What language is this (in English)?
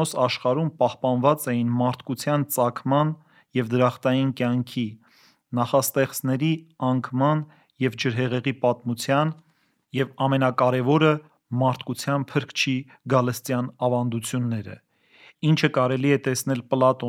Armenian